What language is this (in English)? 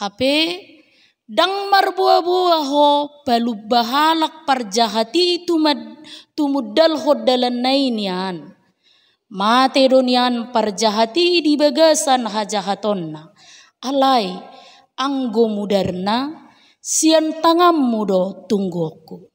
Batak Toba